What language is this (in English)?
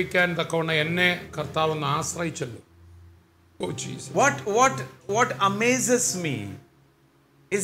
Malayalam